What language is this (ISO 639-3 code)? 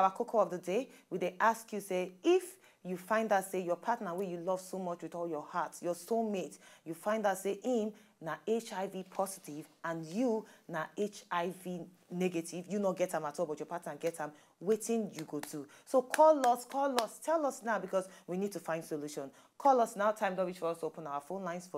pcm